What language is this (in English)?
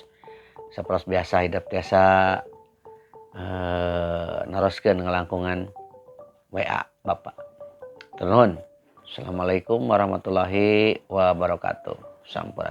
Sundanese